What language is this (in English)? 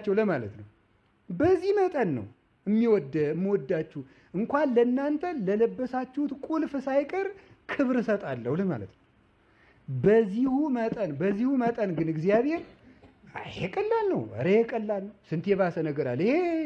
Amharic